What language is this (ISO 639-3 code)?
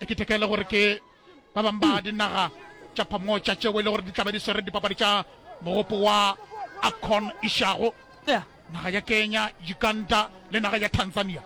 nso